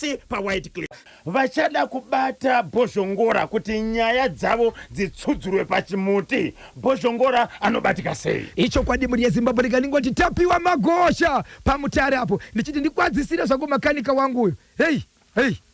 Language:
Shona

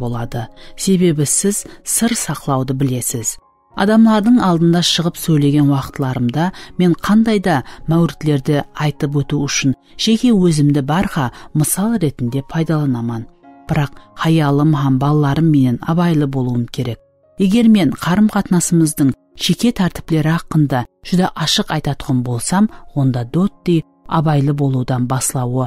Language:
Kara-Kalpak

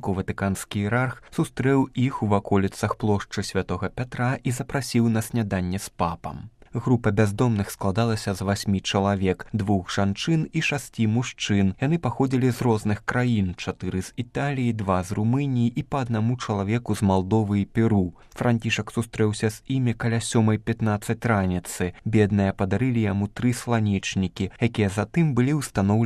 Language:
Belarusian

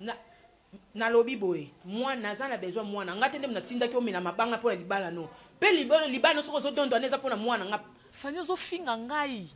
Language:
Lingala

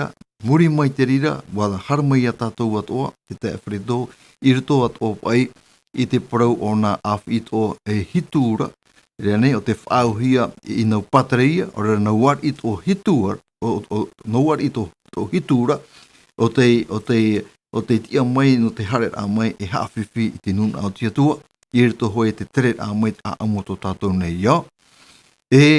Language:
Tahitian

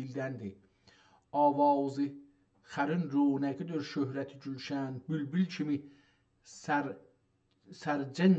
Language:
South Azerbaijani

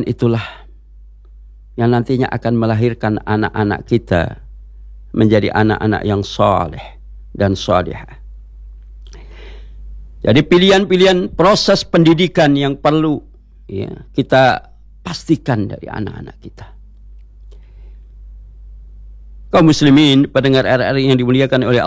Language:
Indonesian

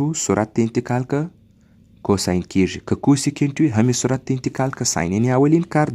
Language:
Pashto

